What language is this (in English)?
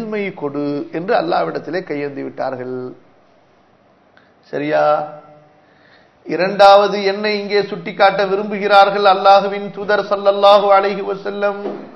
Tamil